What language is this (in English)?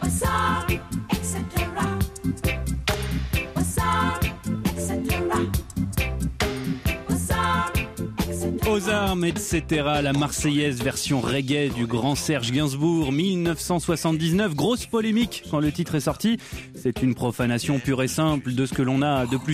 French